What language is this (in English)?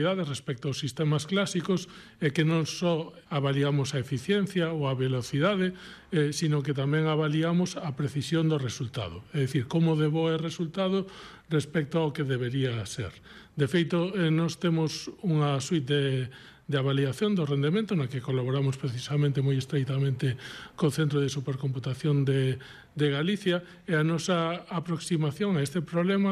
Galician